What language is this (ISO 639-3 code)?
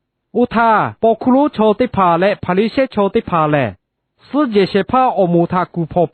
lhu